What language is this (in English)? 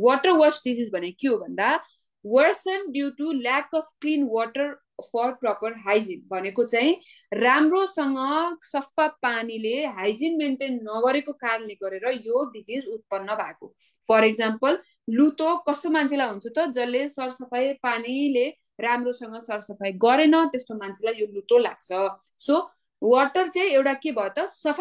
Nepali